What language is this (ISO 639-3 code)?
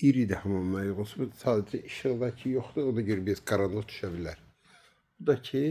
aze